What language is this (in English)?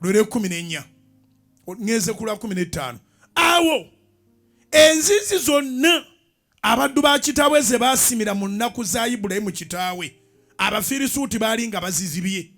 Ganda